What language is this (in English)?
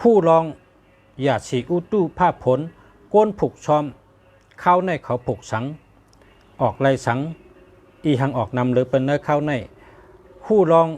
Shan